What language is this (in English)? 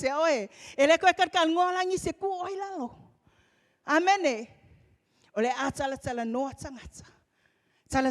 Samoan